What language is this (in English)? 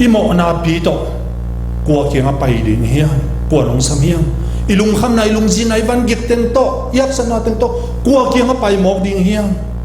Tedim Chin